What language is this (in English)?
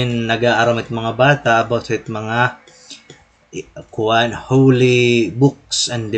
Waray